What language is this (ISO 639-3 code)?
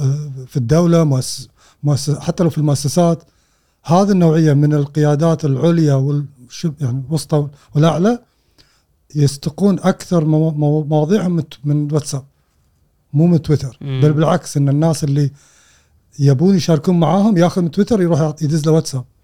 afb